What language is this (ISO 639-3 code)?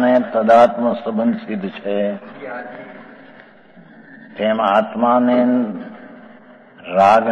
guj